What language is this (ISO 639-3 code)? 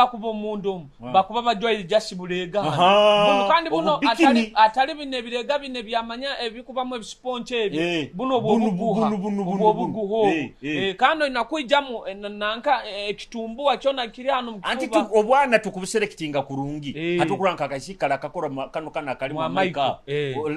nyo